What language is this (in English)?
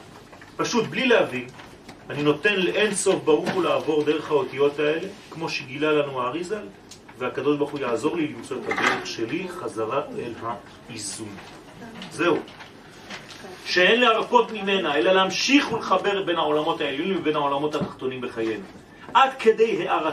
Hebrew